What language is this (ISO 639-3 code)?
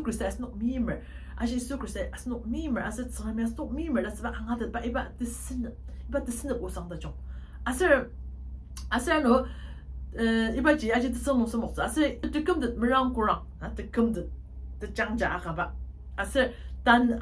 njo